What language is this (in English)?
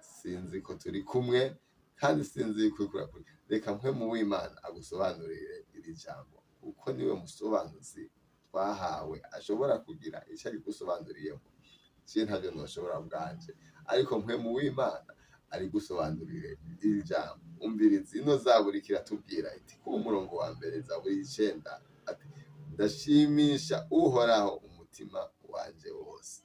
Rundi